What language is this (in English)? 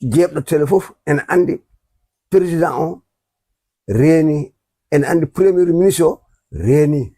Fula